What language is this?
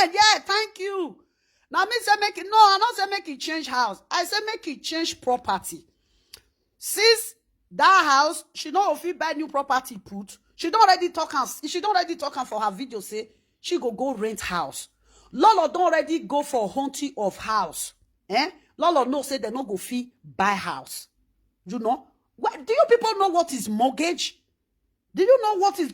Nigerian Pidgin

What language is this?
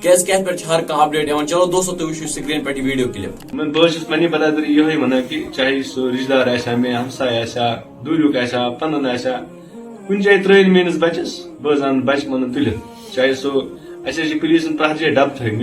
Kashmiri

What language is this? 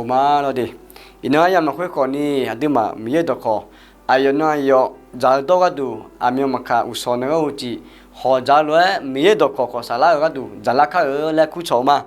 Akha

